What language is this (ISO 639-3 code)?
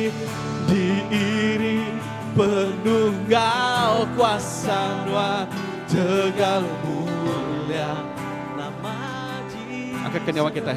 iba